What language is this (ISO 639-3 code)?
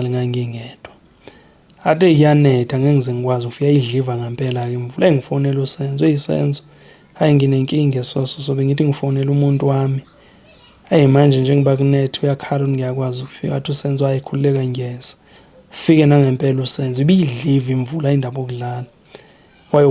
zul